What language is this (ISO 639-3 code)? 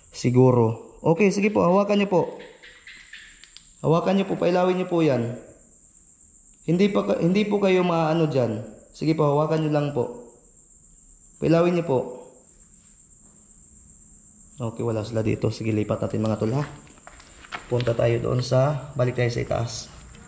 fil